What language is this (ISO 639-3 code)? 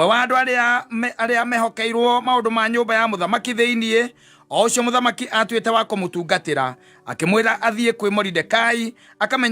kik